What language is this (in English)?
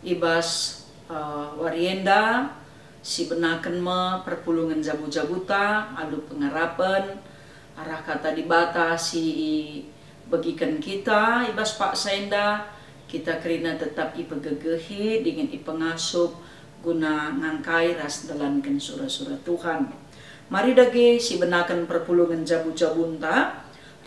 Batak Karo